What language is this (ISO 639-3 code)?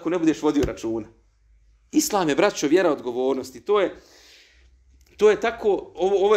bos